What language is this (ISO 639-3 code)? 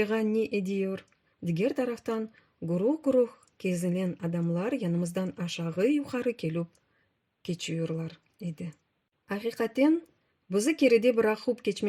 crh